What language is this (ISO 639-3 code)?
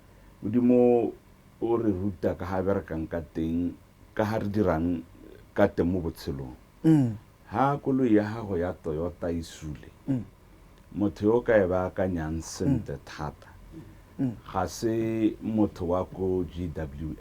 tsn